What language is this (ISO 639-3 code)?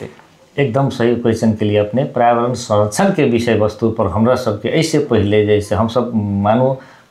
mai